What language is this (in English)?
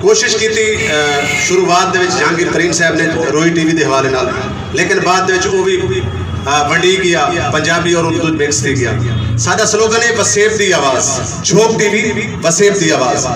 Saraiki